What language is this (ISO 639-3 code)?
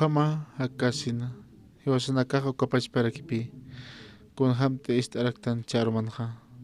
aym